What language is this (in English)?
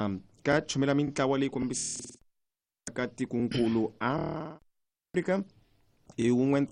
Tsonga